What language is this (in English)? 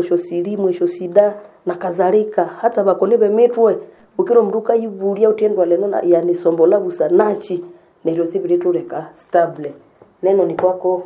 Nande